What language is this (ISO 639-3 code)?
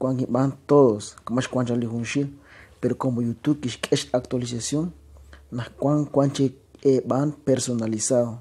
kek